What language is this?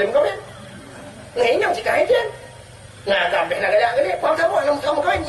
Achinese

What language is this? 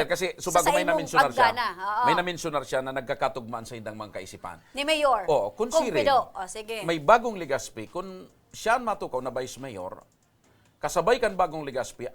Bikol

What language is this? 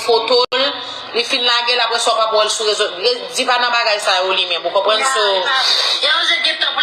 Haitian Creole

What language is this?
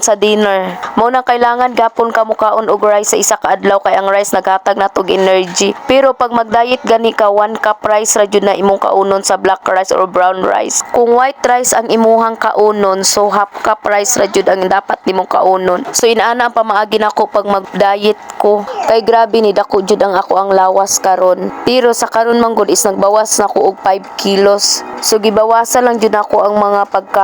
Cebuano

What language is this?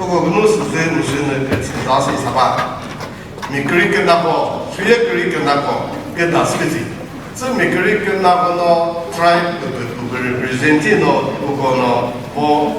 Chokri Naga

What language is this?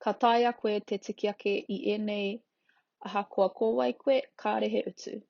Māori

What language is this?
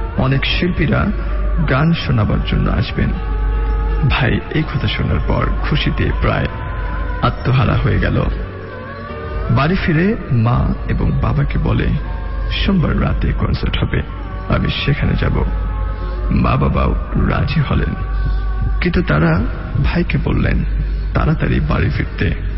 Bangla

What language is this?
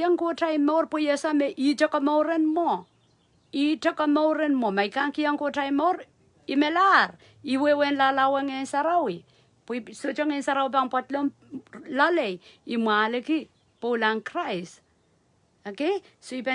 Pohnpeian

